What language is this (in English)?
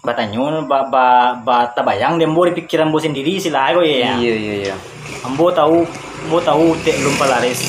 Minangkabau